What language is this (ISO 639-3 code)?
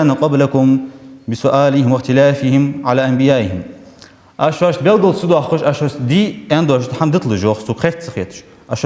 inh